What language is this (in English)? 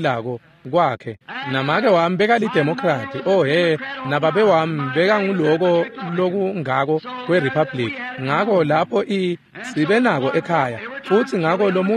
Swati